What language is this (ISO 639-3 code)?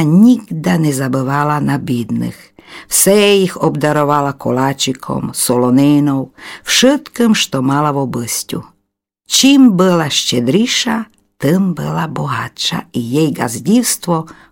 rue